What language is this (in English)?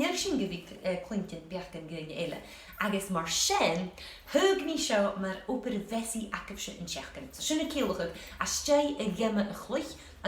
Scottish Gaelic